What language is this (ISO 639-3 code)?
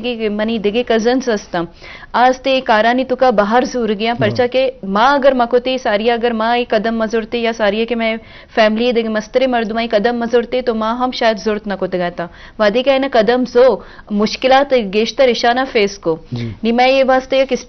bgp